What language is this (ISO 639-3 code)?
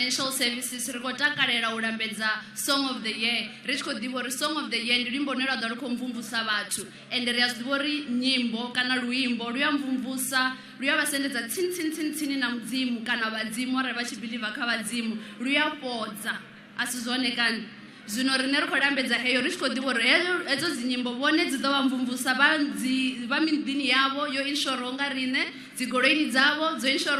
ven